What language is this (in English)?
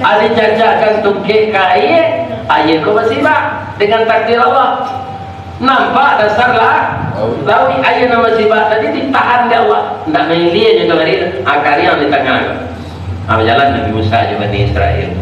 Minangkabau